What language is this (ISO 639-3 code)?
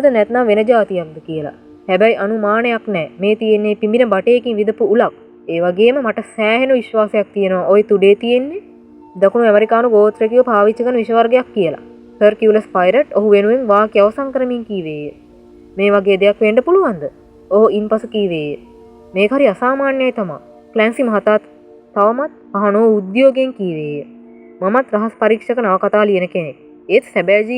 sin